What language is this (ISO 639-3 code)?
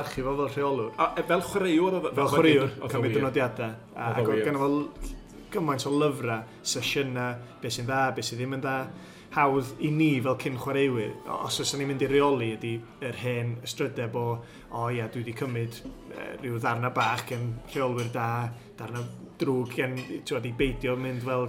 cym